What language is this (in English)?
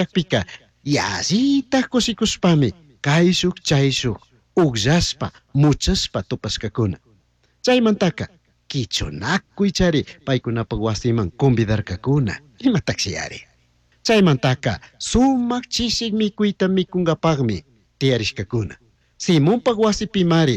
Chimborazo Highland Quichua